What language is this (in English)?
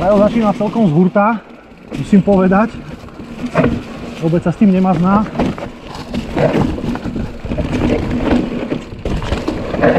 Slovak